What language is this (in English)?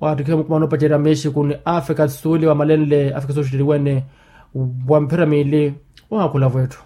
Makhuwa